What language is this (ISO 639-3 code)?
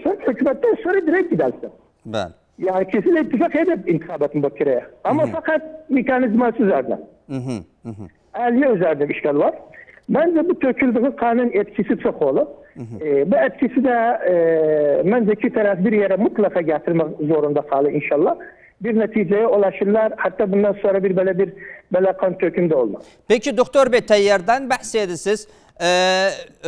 tur